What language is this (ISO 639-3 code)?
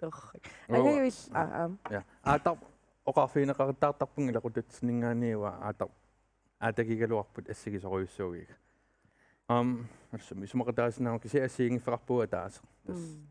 kal